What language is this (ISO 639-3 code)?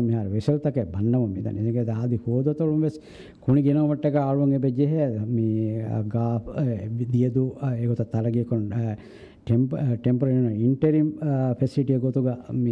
div